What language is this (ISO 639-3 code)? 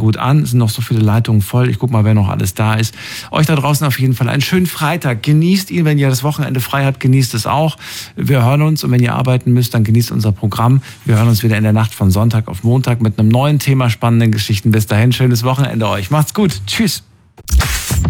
deu